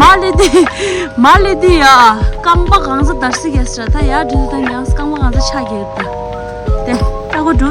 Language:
Tibetan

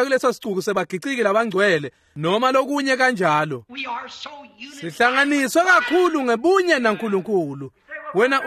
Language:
Swati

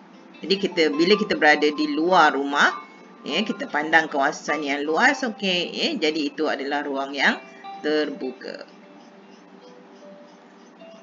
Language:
Malay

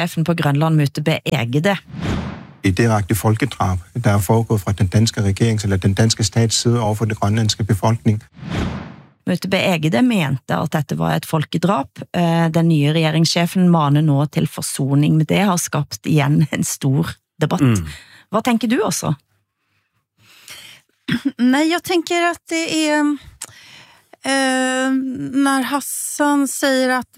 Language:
Danish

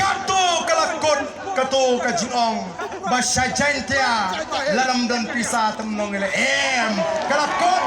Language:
Khasi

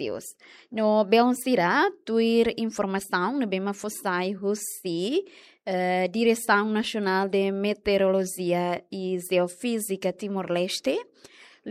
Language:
Tetum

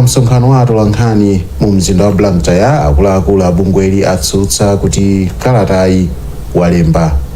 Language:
Nyanja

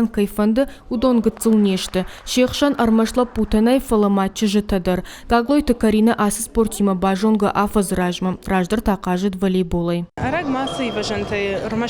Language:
Ossetic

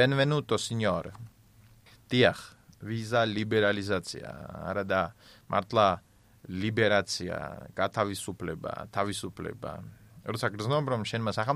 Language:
Georgian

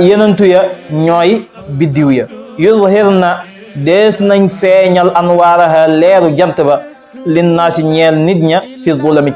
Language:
Wolof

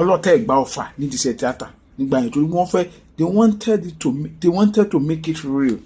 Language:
Yoruba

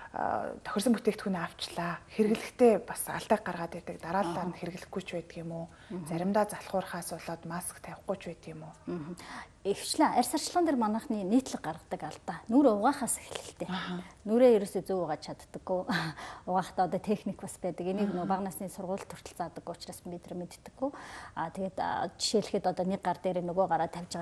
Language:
Mongolian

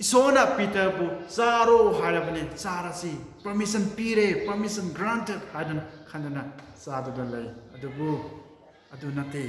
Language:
Manipuri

